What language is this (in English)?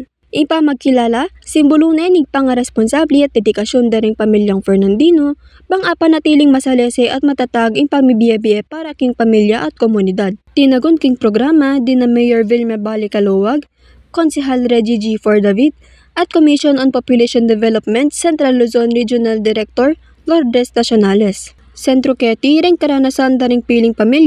Pampanga